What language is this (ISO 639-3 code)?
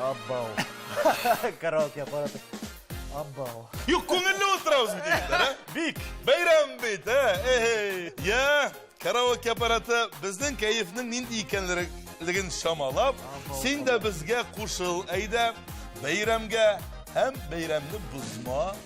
tat